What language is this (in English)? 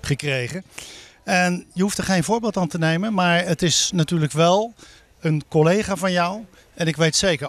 Dutch